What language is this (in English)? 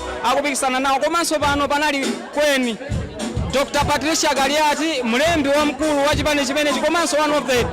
Nyanja